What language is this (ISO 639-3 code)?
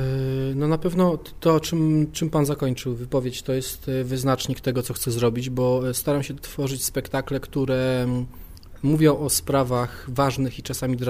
pol